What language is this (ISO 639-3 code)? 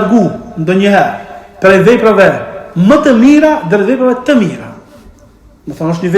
sqi